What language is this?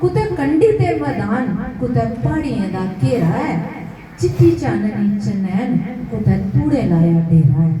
Dogri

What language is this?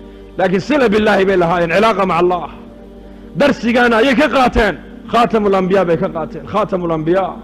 Somali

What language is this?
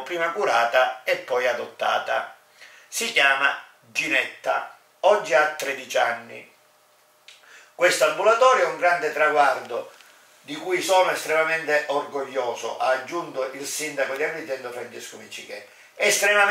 Italian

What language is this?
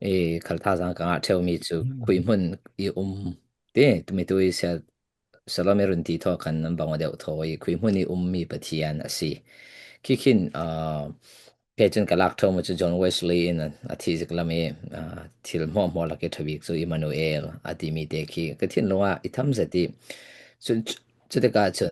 Falam Chin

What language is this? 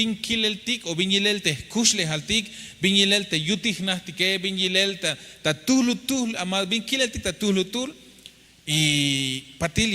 Tzeltal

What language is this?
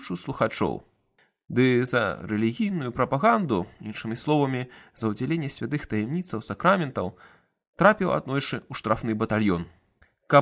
Belarusian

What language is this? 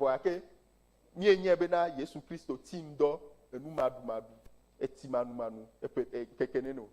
Ewe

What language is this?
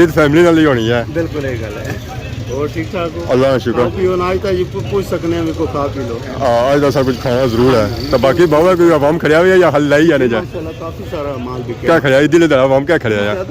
Pahari-Potwari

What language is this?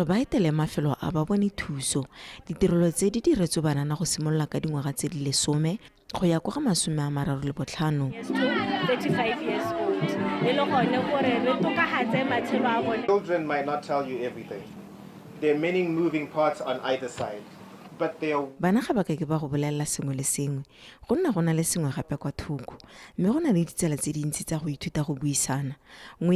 Tswana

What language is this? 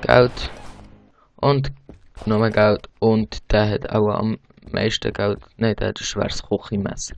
Swiss German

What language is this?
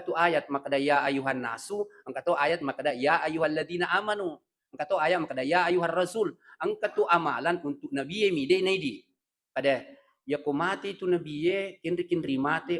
Buginese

